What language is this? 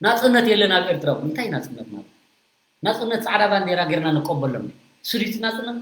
Tigrinya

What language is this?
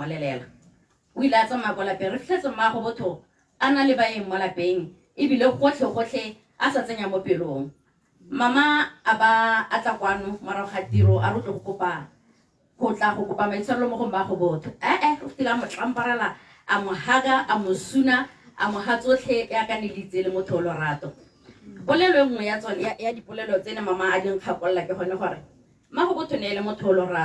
Tswana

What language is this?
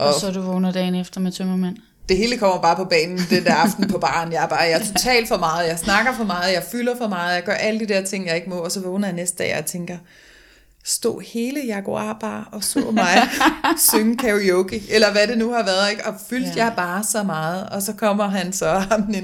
Danish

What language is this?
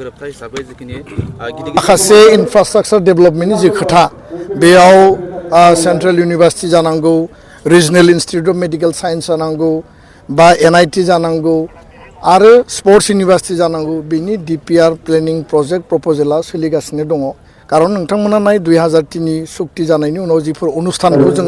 Bodo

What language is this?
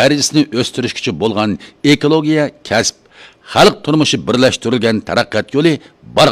Uyghur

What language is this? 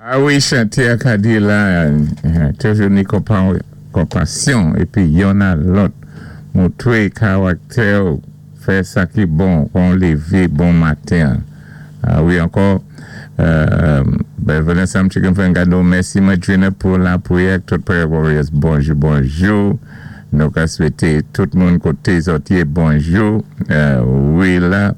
Saint Lucian Creole French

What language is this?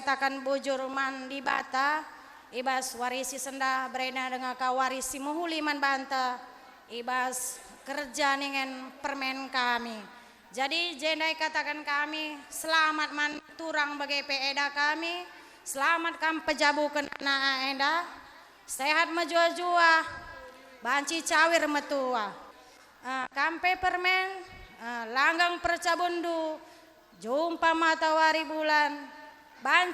Batak Karo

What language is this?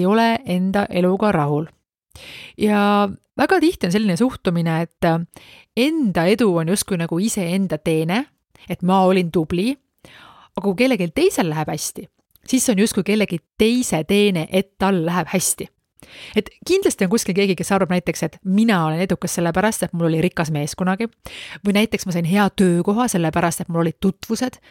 Estonian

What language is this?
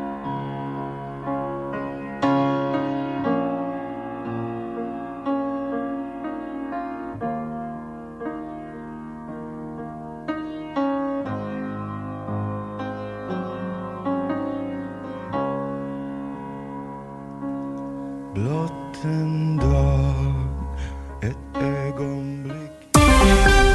Swedish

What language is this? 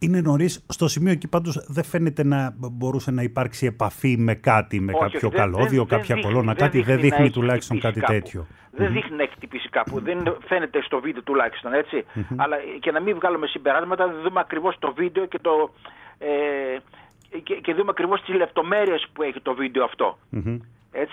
Greek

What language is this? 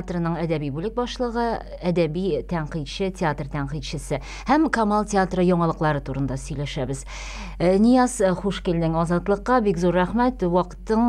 Tatar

